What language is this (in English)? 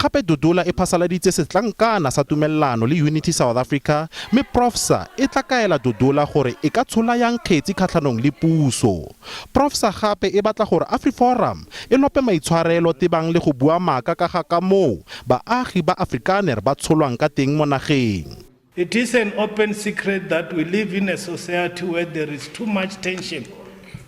Tswana